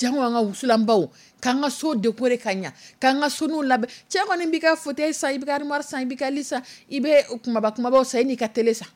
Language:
Dyula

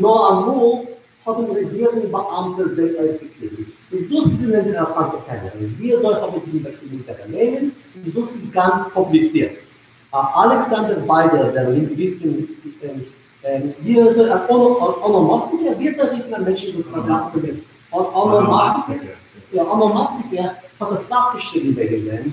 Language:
Yiddish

